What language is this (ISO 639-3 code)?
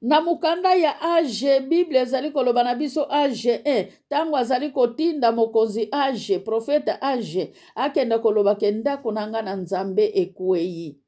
lin